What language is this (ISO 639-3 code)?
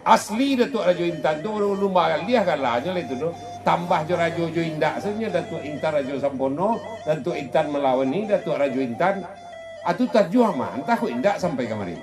min